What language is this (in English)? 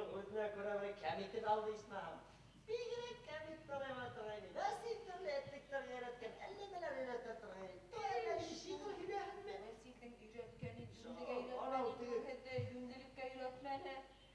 Bashkir